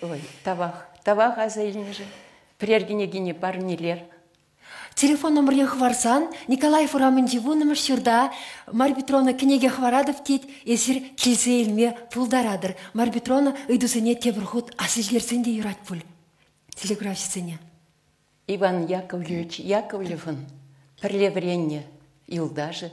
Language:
Chuvash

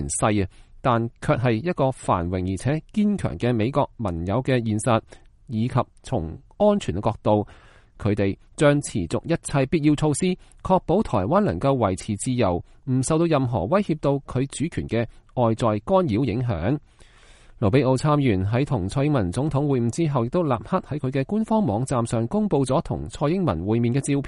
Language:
Cantonese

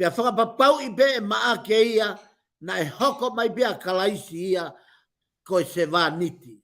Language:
Tongan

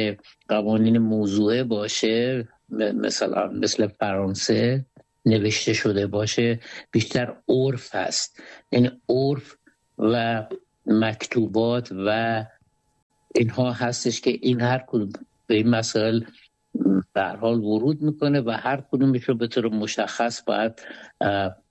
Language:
Persian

